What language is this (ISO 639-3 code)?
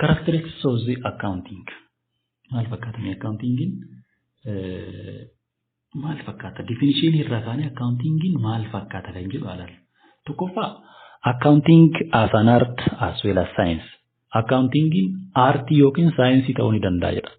orm